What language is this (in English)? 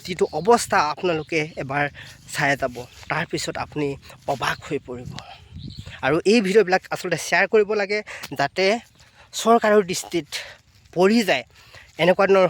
Assamese